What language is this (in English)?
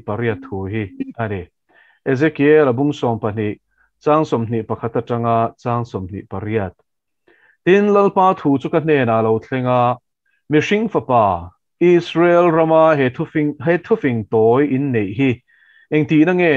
Mizo